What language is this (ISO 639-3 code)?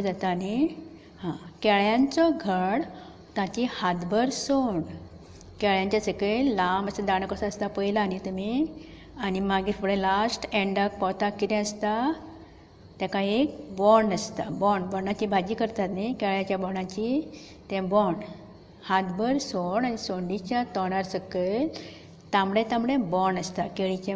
kok